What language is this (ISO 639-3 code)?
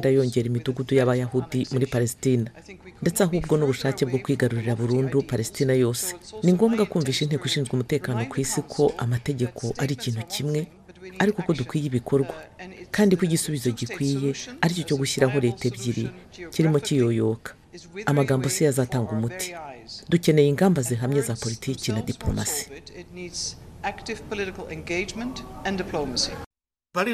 kin